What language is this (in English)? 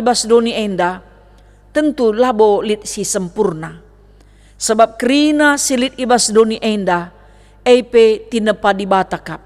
Batak Karo